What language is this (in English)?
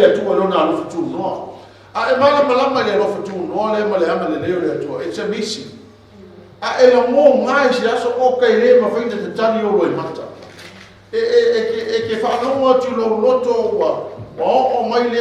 Samoan